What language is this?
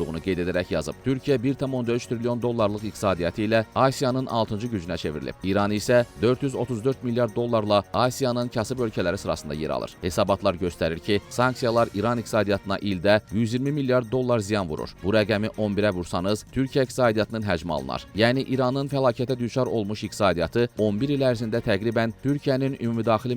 Azerbaijani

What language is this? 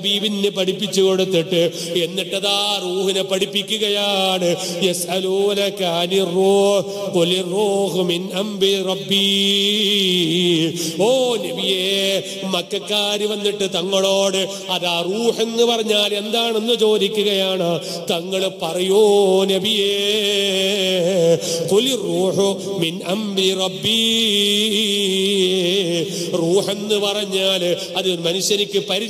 Malayalam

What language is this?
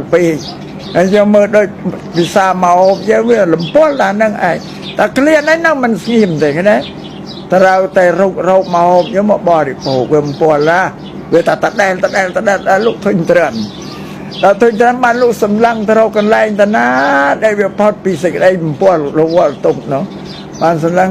Khmer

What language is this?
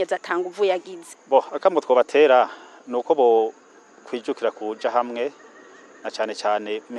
Rundi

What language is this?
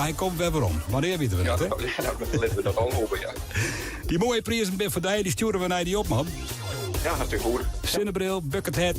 Western Frisian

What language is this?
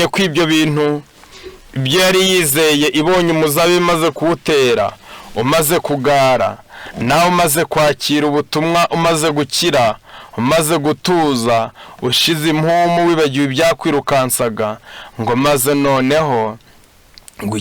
Kinyarwanda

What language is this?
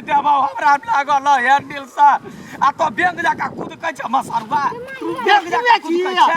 Maithili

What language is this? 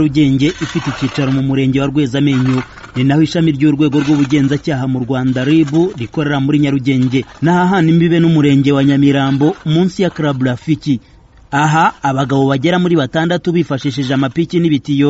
Kinyarwanda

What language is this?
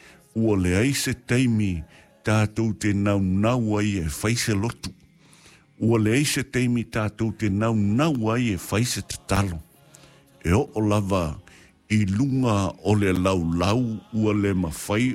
Samoan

